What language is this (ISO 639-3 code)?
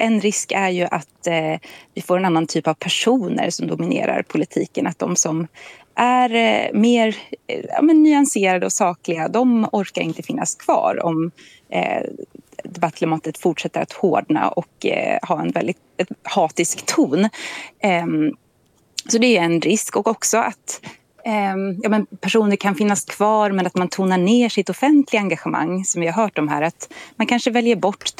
swe